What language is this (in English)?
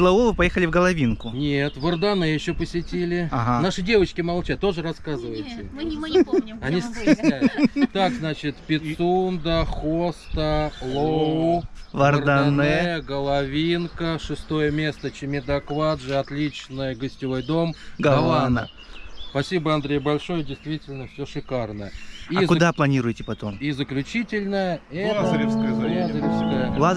Russian